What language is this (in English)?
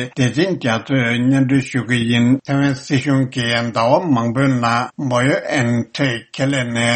Tibetan